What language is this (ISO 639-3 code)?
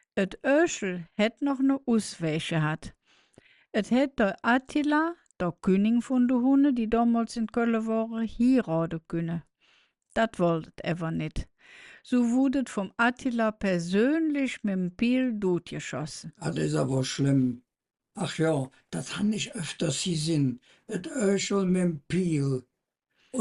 ksh